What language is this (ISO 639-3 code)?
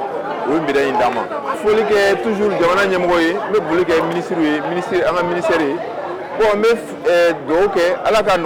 bam